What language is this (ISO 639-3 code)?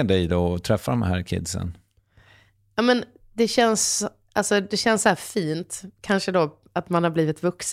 swe